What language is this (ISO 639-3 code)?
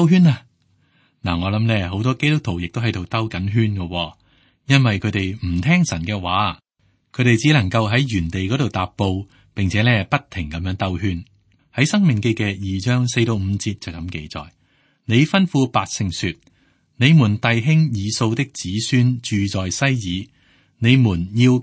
yue